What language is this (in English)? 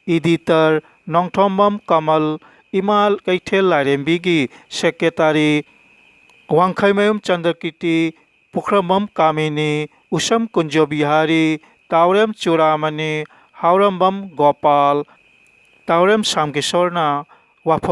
Manipuri